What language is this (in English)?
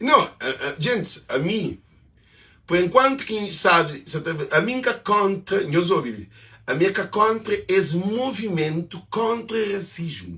Kabuverdianu